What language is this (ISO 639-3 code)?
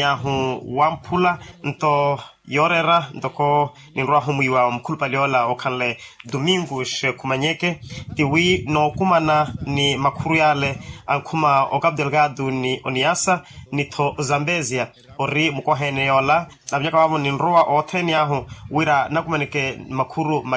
vmw